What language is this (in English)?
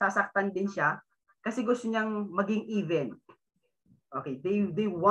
Filipino